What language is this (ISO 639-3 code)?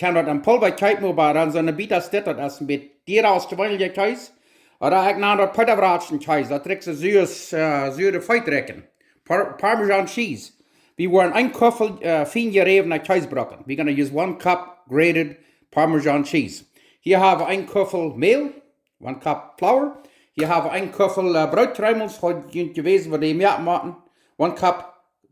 pdt